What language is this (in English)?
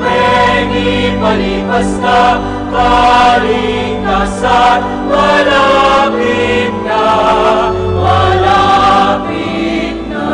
Pampanga